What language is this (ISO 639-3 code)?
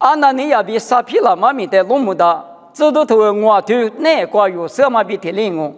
lis